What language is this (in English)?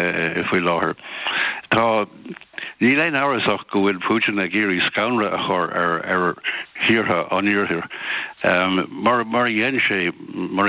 Irish